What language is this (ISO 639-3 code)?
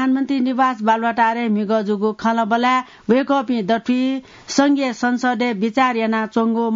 new